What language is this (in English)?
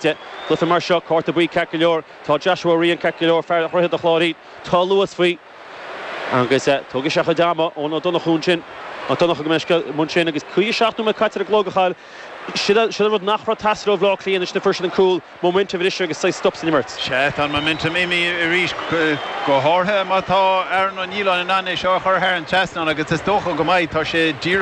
Irish